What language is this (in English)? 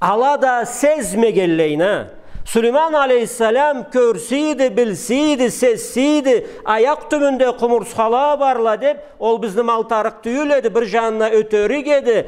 Karachay-Balkar